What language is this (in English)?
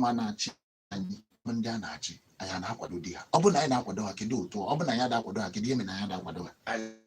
Igbo